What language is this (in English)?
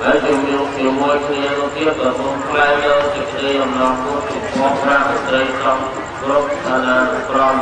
Khmer